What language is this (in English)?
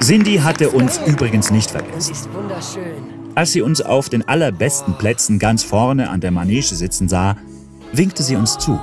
Swiss German